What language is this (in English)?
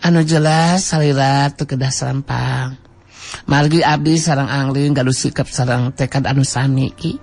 Sundanese